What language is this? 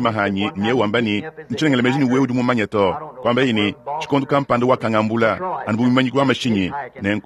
Luba-Lulua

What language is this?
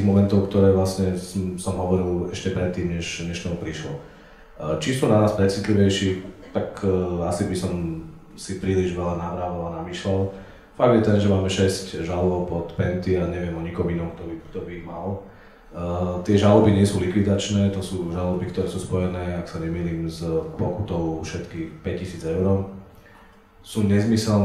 Slovak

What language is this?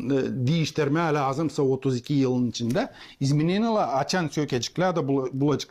Gagauz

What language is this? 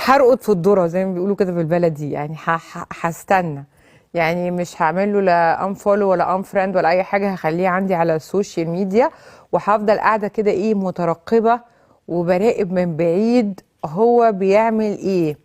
Egyptian Arabic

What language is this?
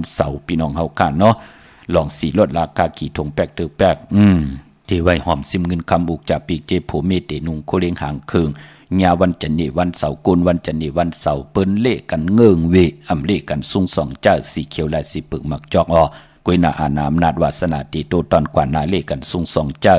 Shan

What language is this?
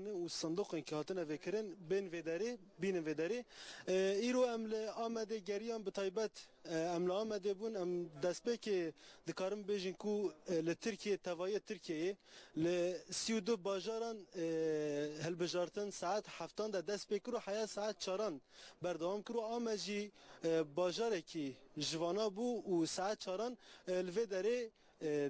Kurdish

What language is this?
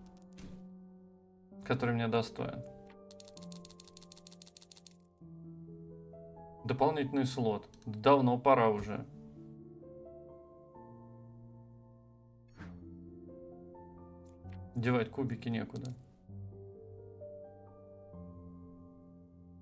Russian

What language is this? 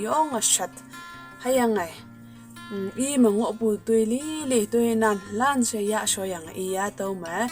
Konyak Naga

